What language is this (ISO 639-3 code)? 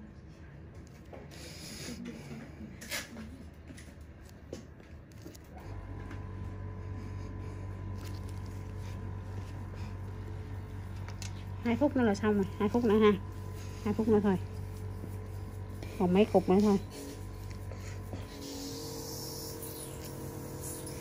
vie